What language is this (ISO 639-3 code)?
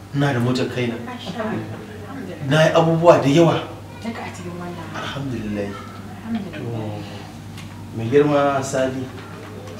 hau